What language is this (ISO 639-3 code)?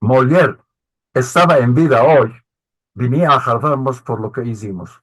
lad